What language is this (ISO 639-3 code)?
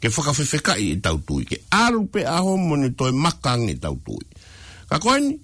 ton